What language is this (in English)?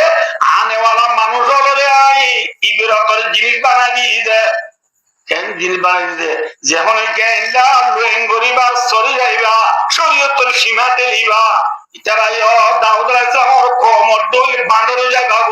Rohingya